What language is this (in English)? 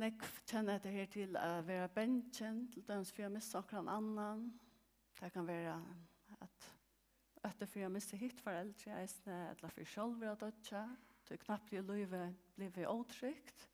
Faroese